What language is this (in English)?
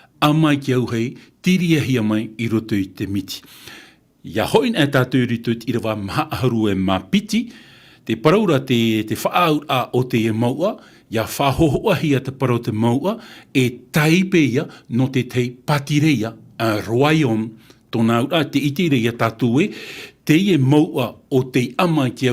Tahitian